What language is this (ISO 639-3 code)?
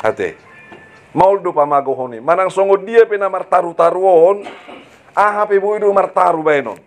bbc